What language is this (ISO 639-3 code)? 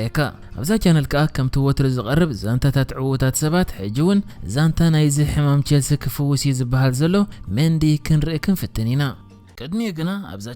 tir